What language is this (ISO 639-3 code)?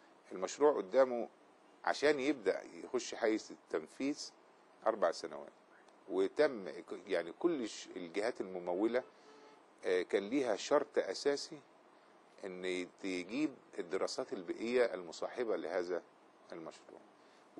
arz